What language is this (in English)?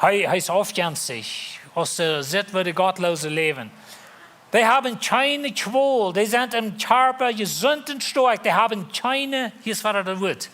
Plautdietsch